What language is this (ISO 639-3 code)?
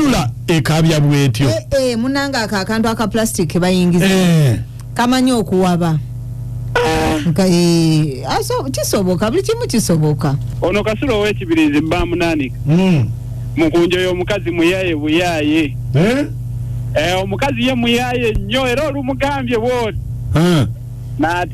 lug